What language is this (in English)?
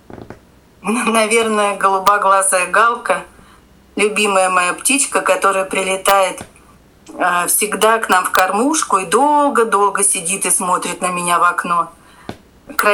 Russian